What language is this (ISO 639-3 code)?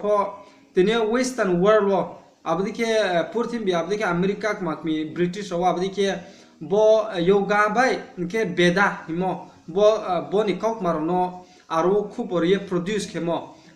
ria